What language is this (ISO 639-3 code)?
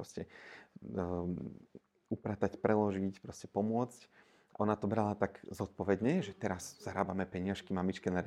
slk